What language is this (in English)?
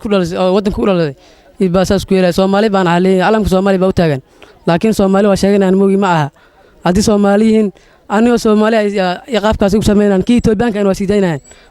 Somali